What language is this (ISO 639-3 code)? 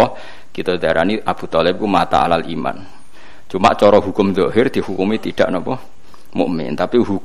jav